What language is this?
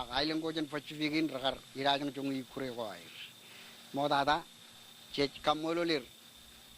Marshallese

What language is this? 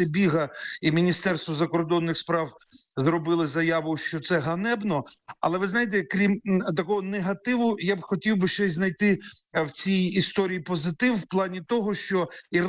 Ukrainian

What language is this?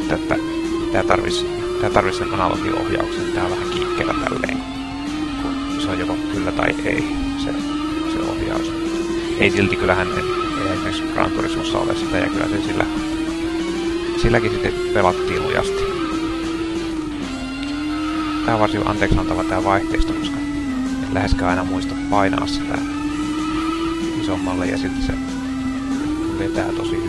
Finnish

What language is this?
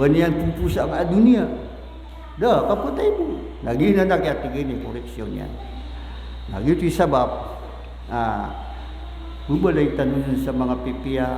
Maranao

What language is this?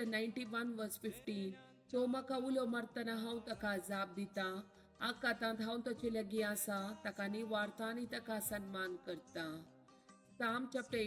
Konkani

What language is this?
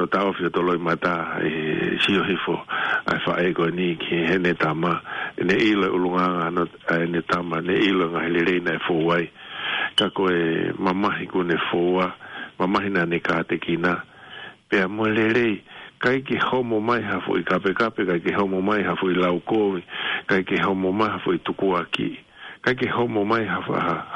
Tongan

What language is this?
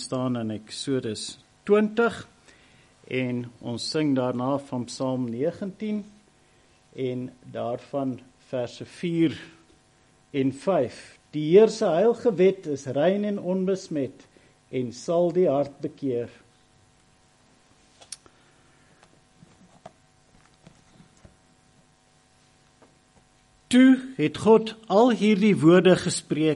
Afrikaans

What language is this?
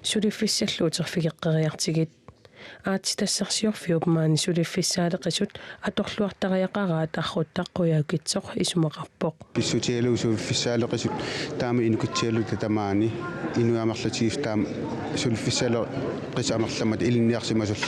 Kalaallisut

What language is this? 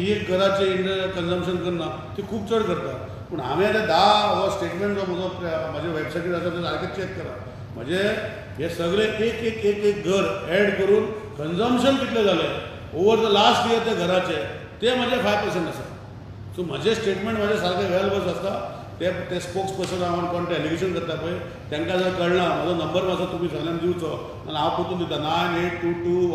Konkani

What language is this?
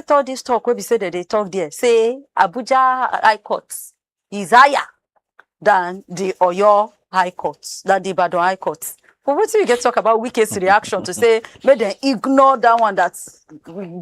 Nigerian Pidgin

